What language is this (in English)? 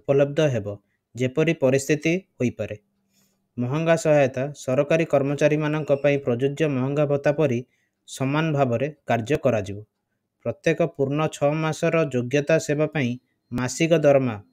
Odia